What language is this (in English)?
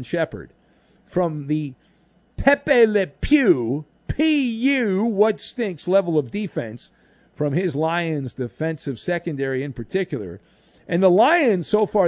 English